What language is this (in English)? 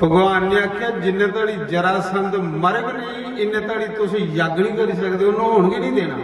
Dogri